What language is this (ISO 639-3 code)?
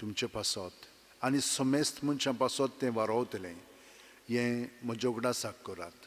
kok